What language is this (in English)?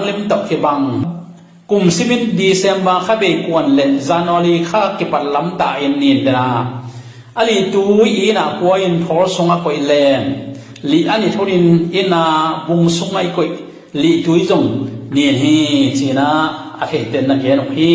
Tedim Chin